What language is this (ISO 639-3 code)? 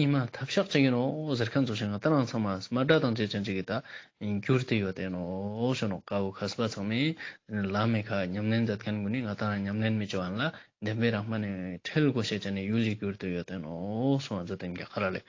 lbj